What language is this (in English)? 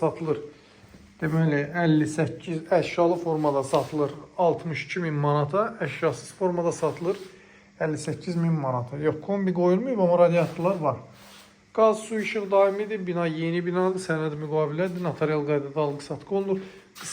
Azerbaijani